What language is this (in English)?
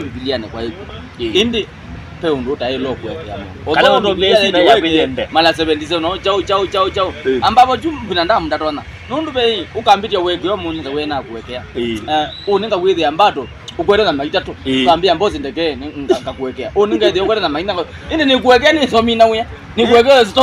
Kamba